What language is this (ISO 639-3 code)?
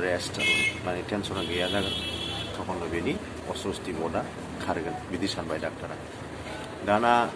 brx